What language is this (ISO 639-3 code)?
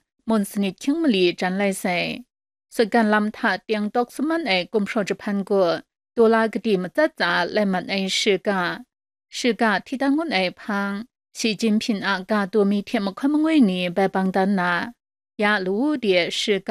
kac